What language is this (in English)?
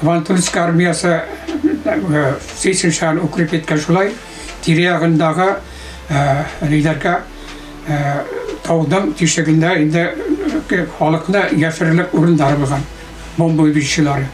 Bashkir